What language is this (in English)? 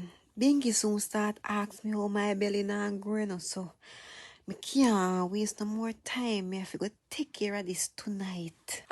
Jamaican Creole English